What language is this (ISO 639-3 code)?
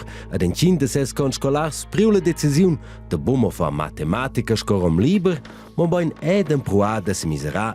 roh